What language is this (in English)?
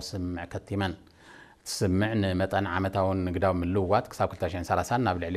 Tigrinya